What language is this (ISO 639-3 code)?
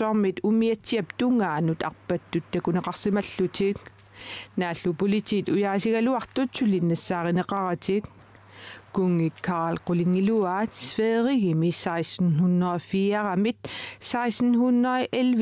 kal